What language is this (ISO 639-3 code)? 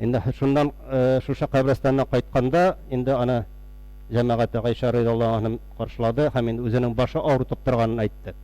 tat